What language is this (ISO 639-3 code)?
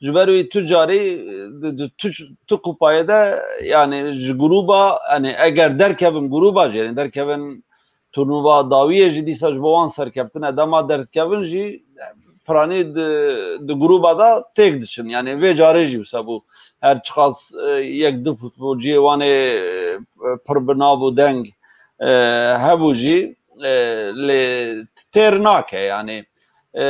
kur